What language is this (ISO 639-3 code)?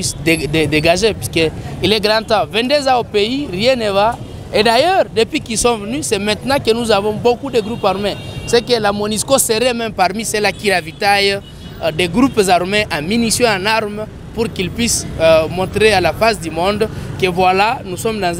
fra